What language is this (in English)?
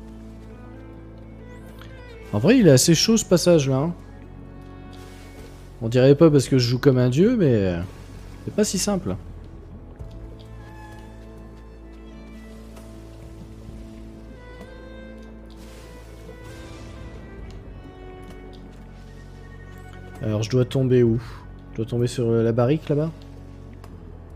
French